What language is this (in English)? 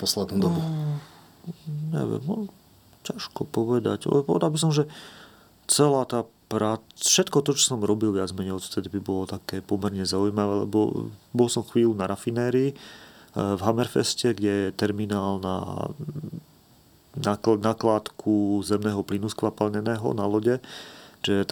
Slovak